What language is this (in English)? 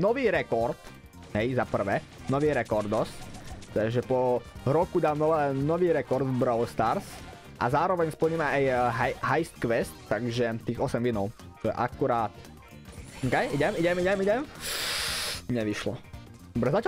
Slovak